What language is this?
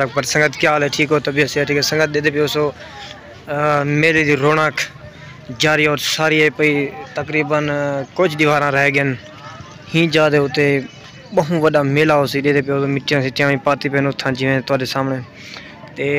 Saraiki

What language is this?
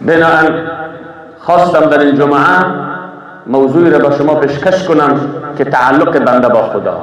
Persian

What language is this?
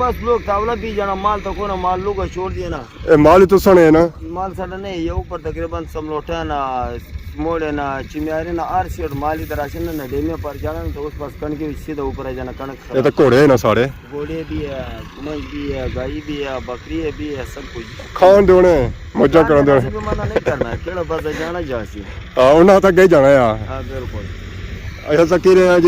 Pahari-Potwari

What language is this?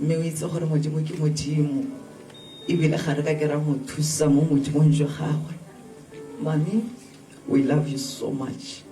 Tswana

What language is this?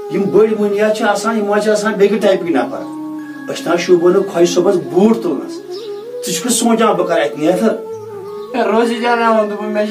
Kashmiri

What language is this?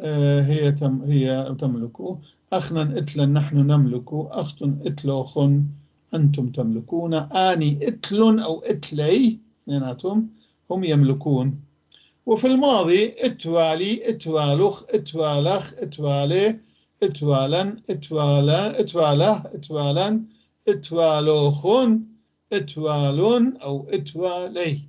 North Levantine Arabic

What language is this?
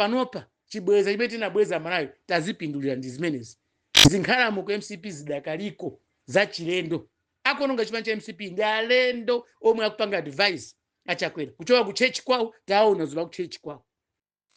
Nyanja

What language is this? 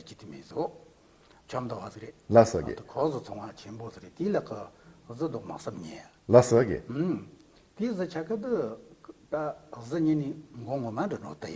Tibetan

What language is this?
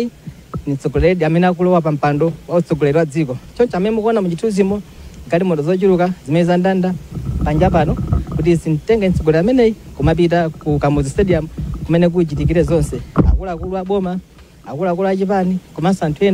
Nyanja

